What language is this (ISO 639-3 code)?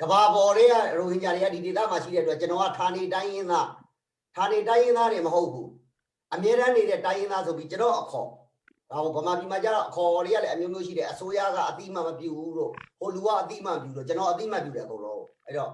rhg